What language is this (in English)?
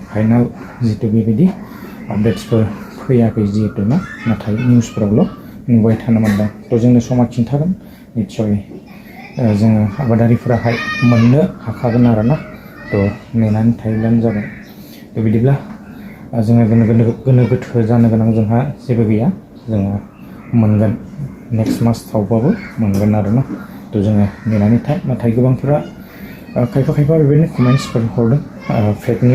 Bodo